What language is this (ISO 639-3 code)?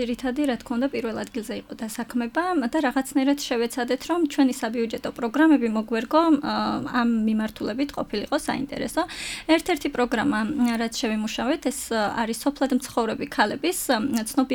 kat